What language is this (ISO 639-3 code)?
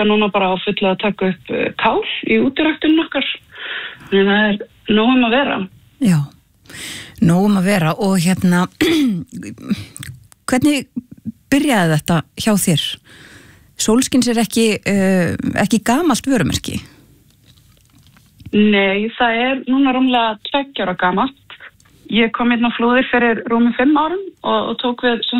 isl